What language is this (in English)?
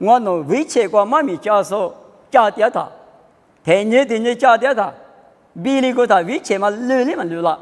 Lisu